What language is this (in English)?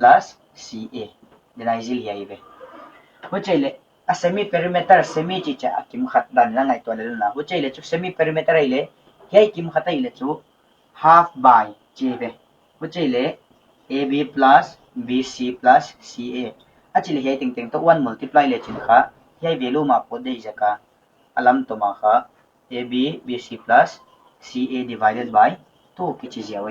Paite Chin